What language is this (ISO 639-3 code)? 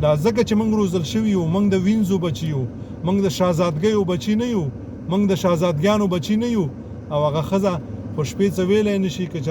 pus